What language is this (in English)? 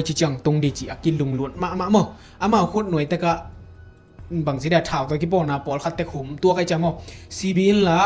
Tedim Chin